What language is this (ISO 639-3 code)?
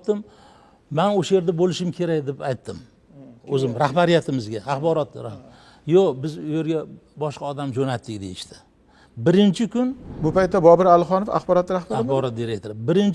uzb